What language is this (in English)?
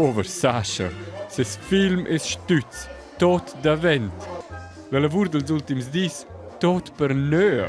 Romansh